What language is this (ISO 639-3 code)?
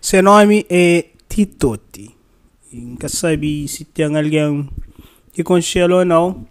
kea